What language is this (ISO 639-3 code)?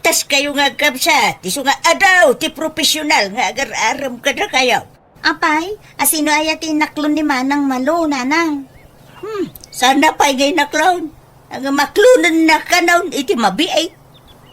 ilo